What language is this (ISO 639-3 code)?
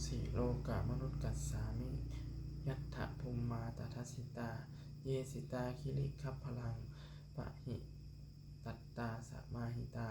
pli